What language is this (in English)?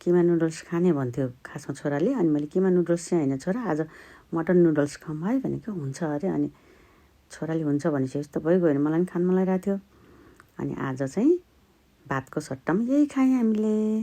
Nepali